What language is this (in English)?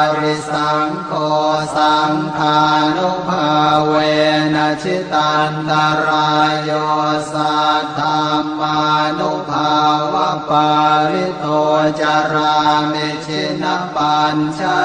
Pali